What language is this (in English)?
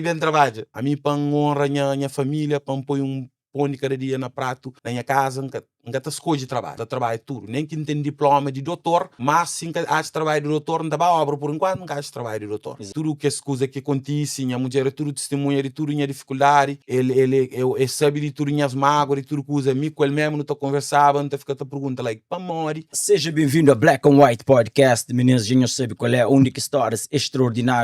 Kabuverdianu